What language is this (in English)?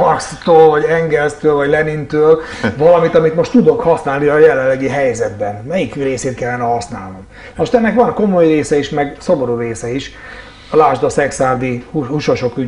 Hungarian